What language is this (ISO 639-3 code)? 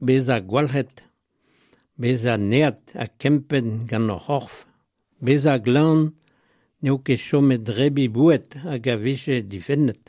bre